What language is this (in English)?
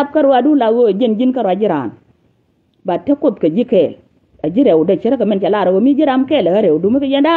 Nuer